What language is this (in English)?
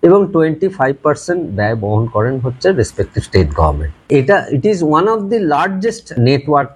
Bangla